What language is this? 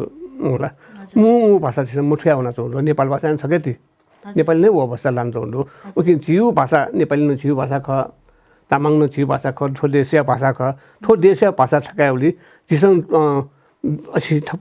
Newari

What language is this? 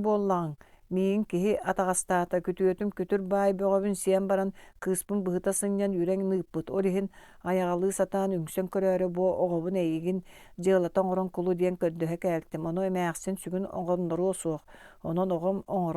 Yakut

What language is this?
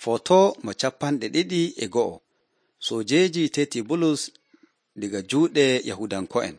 Nigerian Fulfulde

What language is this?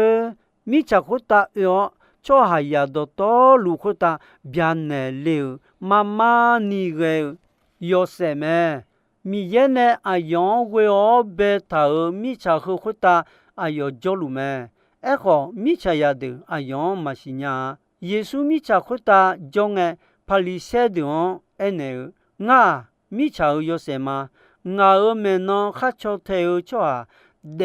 Akha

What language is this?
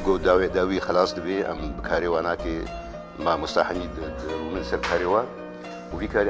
Kurdish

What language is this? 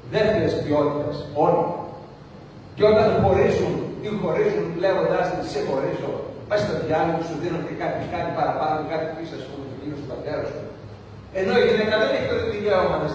Greek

